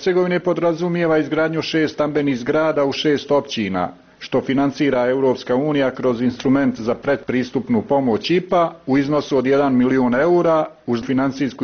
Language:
Bosnian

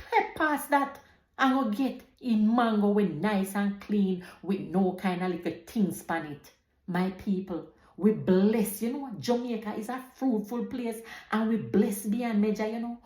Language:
Jamaican Creole English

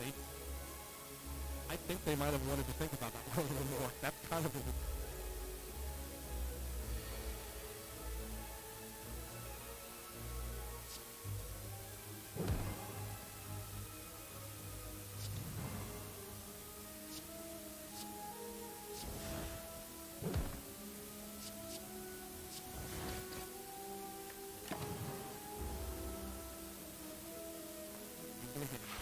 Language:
English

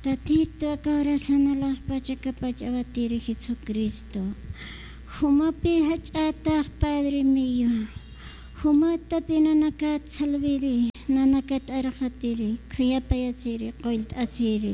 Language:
Aymara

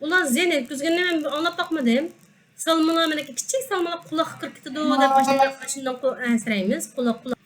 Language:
Uyghur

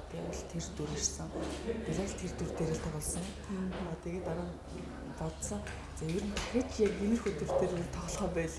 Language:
Mongolian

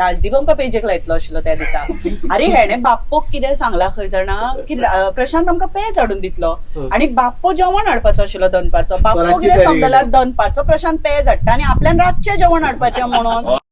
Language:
Konkani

